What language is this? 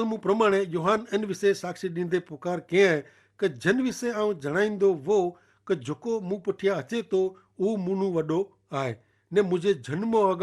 Kachhi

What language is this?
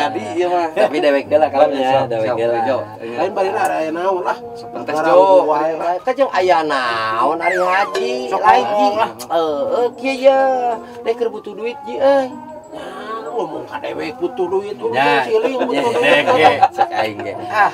Sundanese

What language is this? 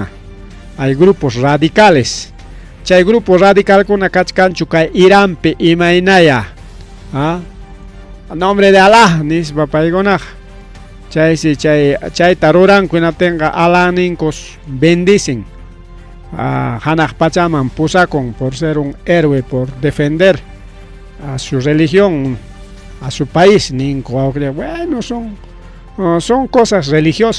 Ayacucho Quechua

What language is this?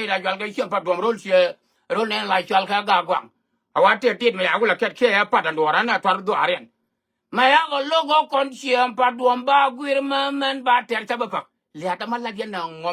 Nuer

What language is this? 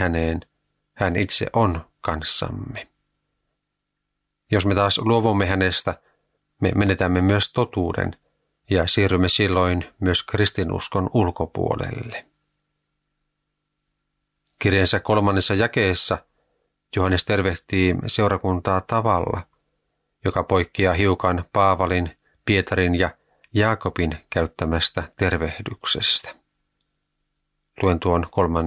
Finnish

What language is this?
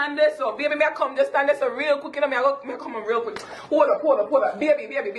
Jamaican Creole English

